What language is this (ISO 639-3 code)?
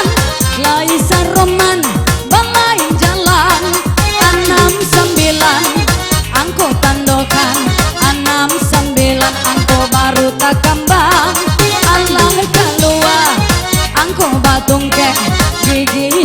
min